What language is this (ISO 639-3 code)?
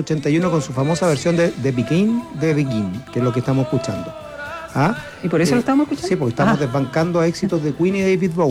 spa